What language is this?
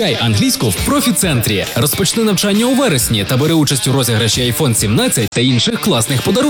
Ukrainian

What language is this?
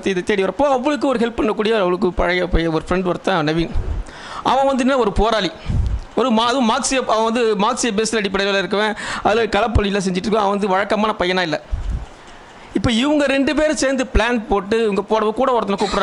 Tamil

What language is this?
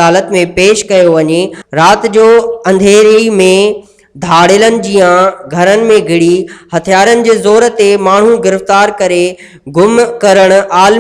Sindhi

